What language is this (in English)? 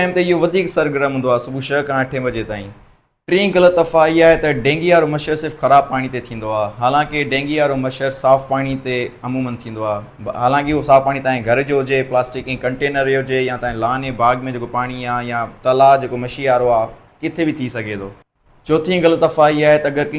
Sindhi